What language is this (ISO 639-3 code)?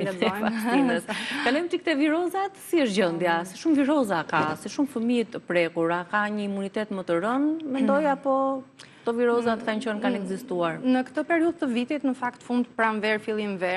sqi